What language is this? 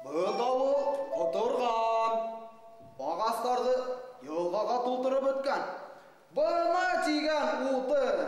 Bashkir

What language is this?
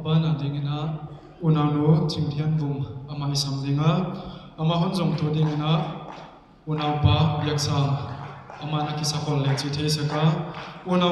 Paite Chin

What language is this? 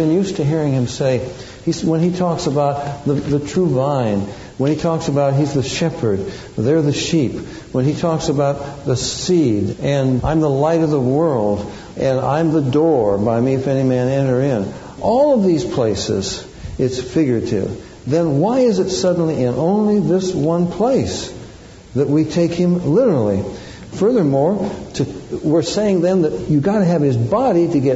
English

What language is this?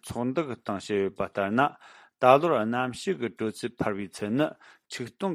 Tibetan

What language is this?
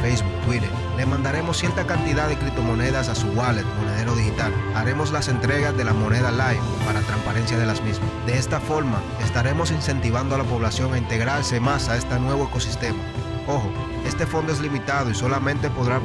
Spanish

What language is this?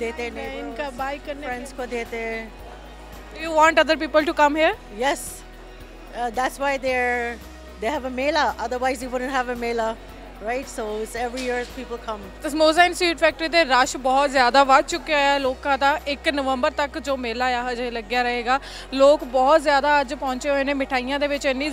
Punjabi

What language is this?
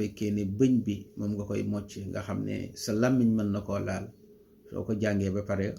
Wolof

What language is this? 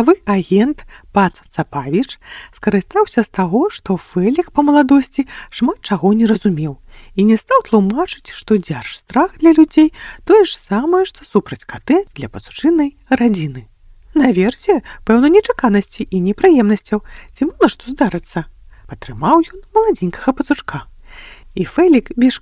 Belarusian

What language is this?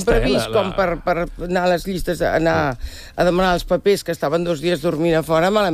Catalan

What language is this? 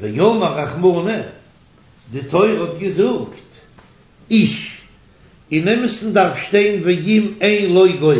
Yiddish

